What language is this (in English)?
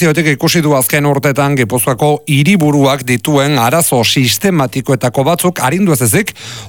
Basque